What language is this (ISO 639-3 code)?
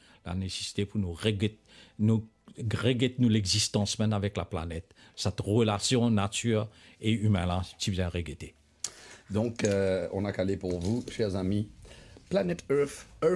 mfe